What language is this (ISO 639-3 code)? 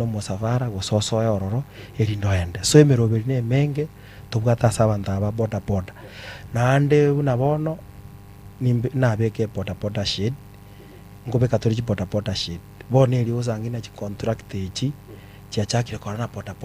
guz